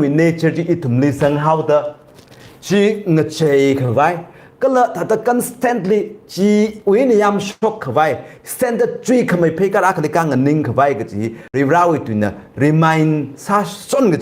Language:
Tangkhul Naga (India)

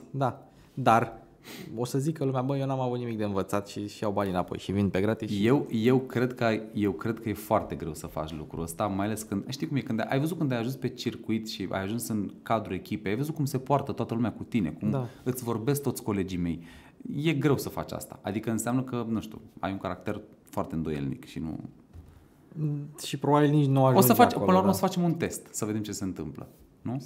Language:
Romanian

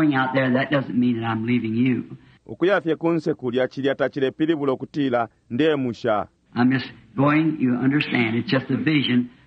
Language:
Bemba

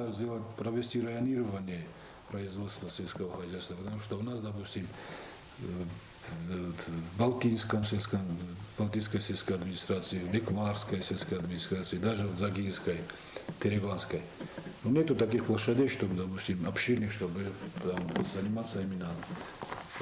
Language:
Ossetic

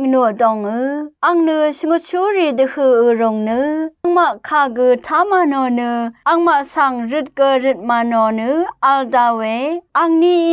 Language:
Rawang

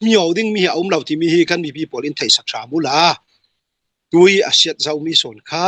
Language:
Hakha Chin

